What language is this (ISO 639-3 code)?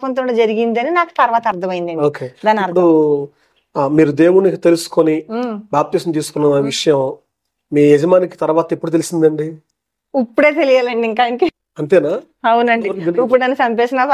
tel